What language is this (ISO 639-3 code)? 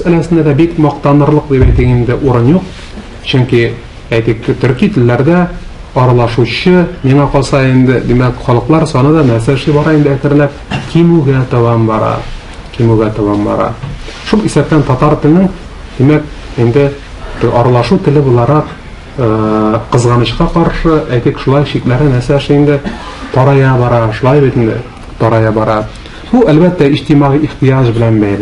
tat